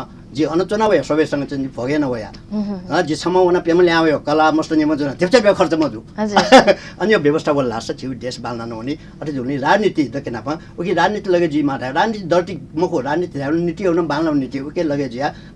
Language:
Newari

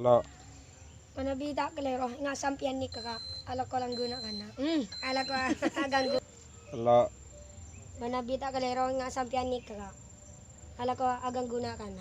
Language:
Madurese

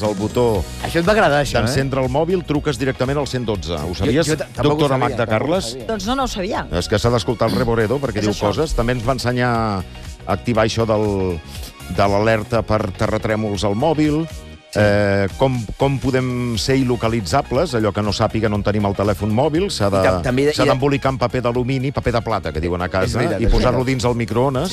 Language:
Catalan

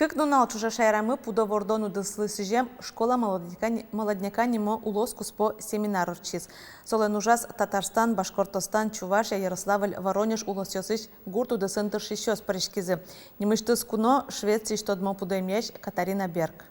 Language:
Udmurt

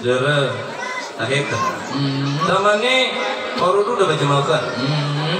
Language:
Nias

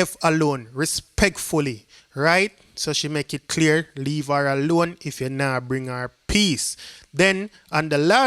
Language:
Jamaican Creole English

